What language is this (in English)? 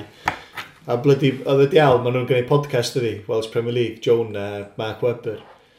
Welsh